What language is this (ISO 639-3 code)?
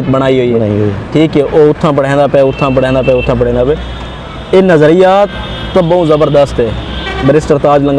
skr